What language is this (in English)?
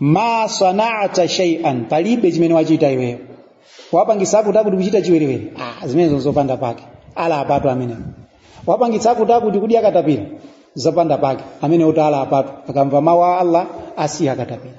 Nyanja